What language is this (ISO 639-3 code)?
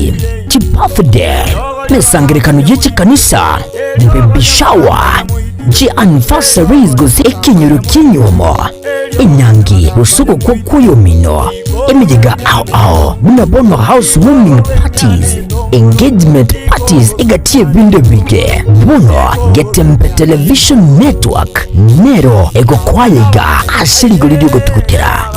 guz